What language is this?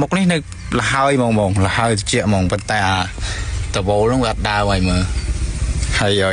Khmer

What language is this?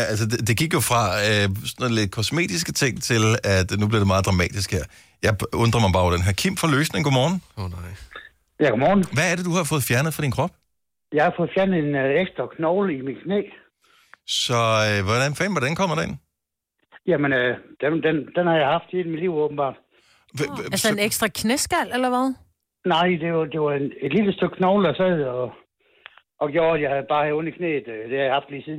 Danish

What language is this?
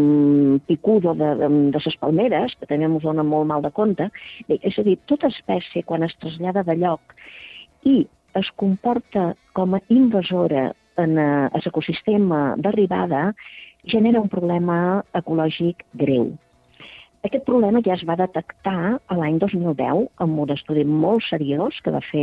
Catalan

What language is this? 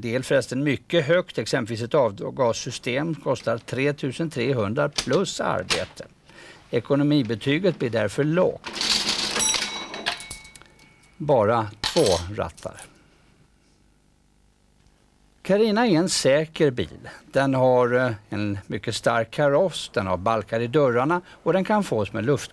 Swedish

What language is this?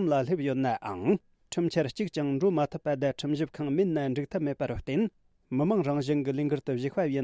Tibetan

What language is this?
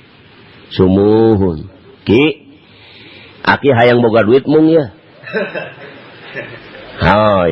Sundanese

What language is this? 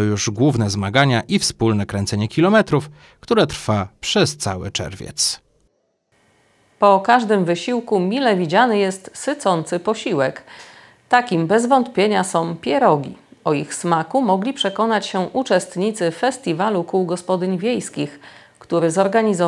Polish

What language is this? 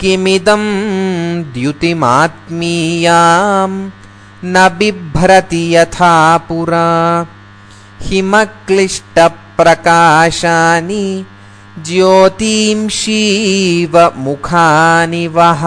Sanskrit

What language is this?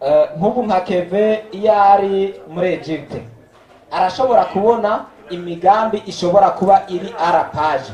Rundi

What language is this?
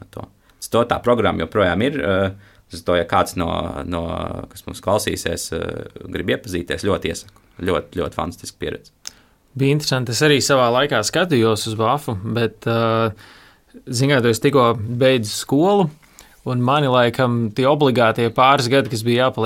Latvian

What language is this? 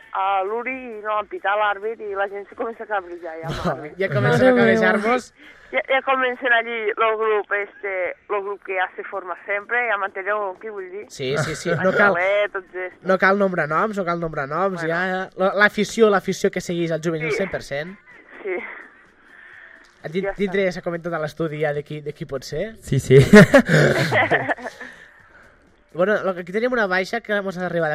Catalan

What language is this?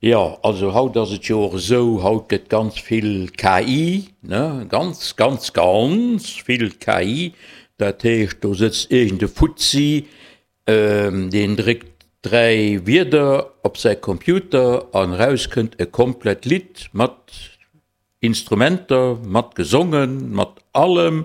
Luxembourgish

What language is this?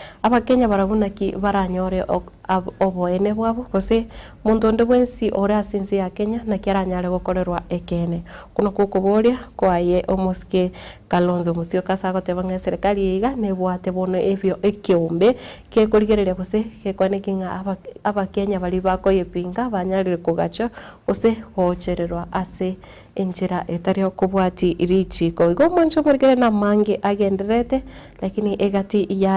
Gusii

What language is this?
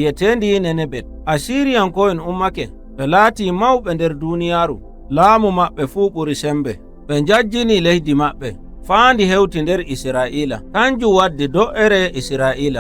Nigerian Fulfulde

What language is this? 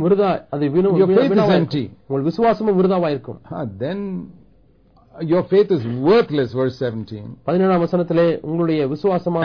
Tamil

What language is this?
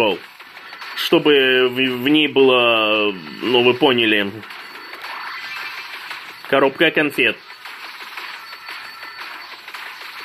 Russian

